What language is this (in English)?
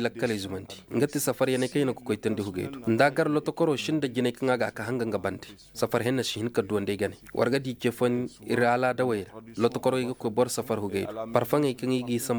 Koyraboro Senni